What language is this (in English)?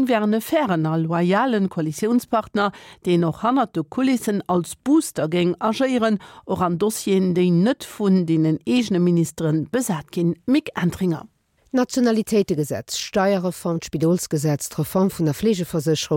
Luxembourgish